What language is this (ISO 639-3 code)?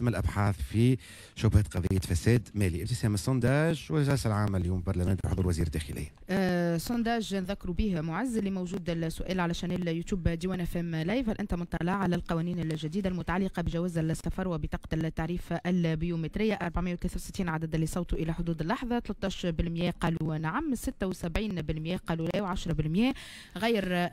aeb